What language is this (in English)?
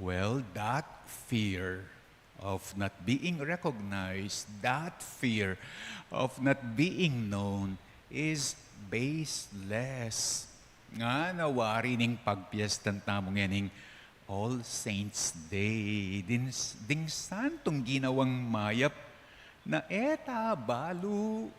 Pampanga